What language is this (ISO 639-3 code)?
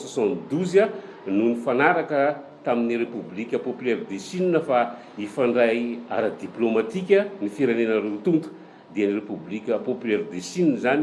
mlg